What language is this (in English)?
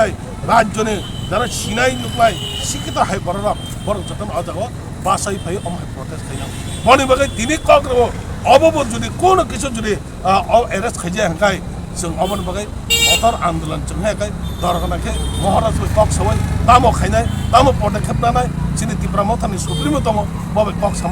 Kok Borok